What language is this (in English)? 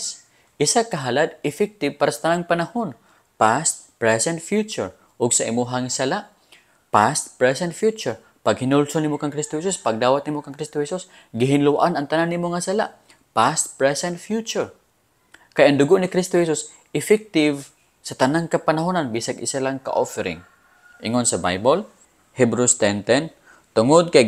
Cebuano